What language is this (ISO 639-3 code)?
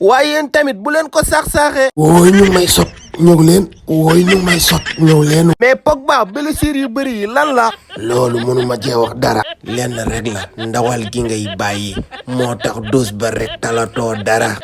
wol